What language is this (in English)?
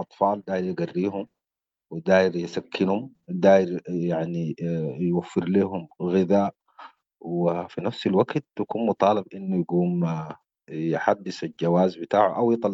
Sudanese Arabic